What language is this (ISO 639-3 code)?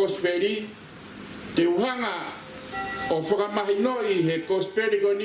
ton